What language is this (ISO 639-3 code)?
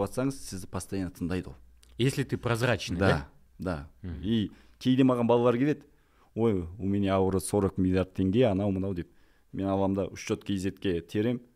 kaz